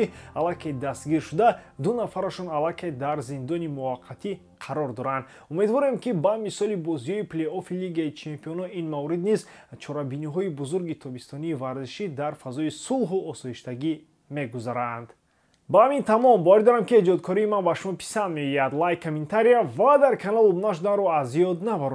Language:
Tajik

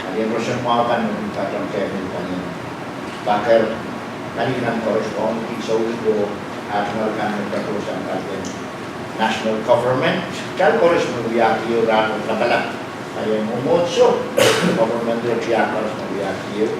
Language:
Pohnpeian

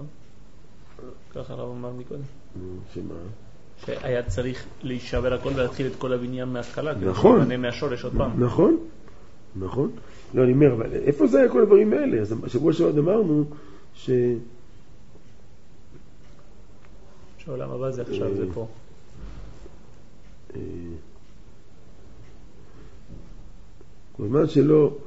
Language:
Hebrew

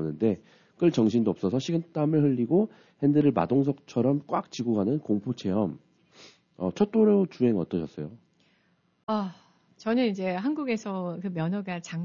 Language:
Korean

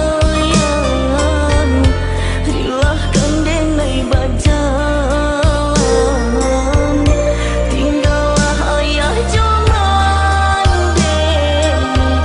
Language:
Minangkabau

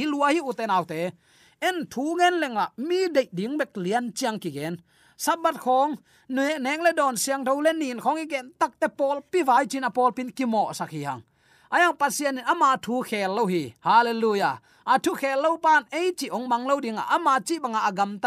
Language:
Tedim Chin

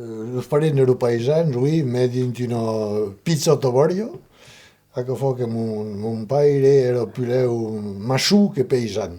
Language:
Occitan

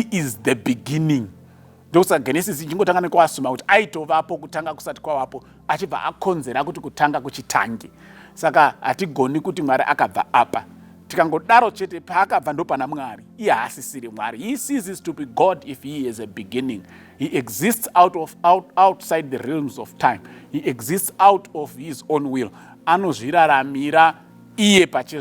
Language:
Shona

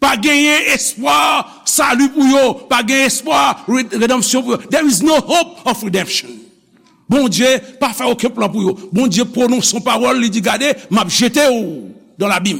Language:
Haitian Creole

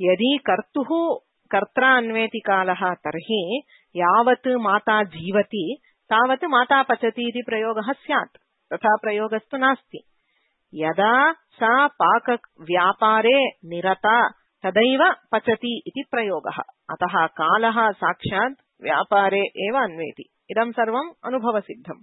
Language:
Sanskrit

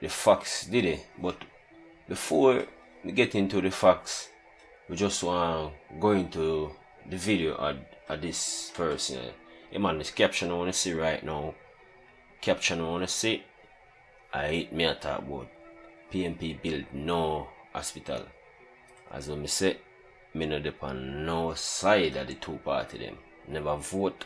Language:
Jamaican Creole English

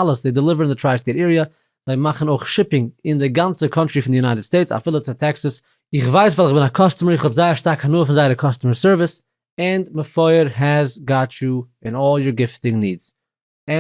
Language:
Yiddish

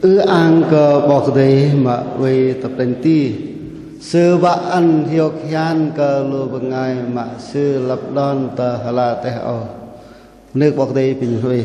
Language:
Bahnar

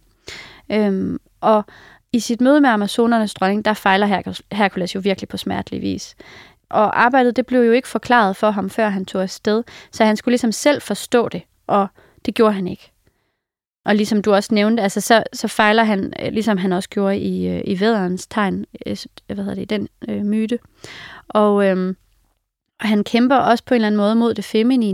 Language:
Danish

